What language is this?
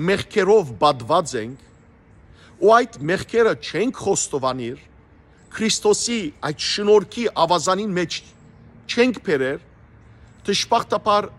Western Armenian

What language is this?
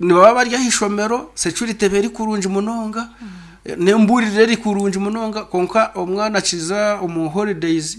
Nyankole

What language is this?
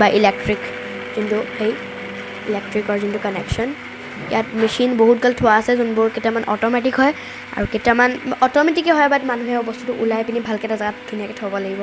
Assamese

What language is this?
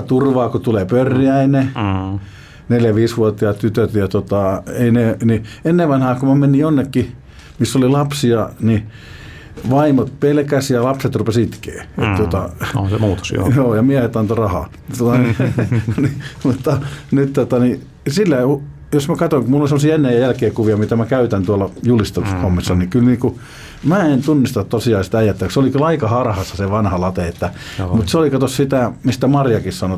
Finnish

